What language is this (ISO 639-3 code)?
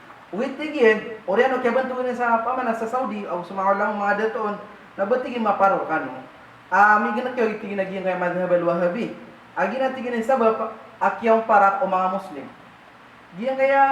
mrw